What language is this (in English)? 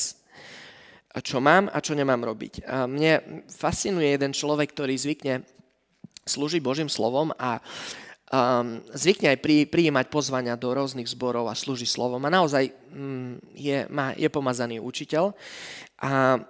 Slovak